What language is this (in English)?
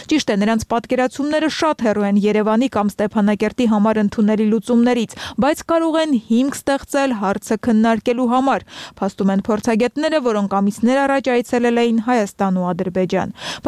Armenian